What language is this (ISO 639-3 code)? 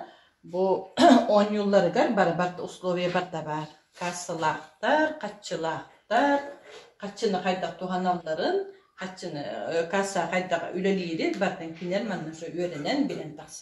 sah